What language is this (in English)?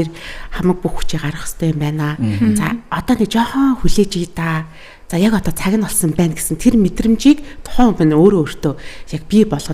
Mongolian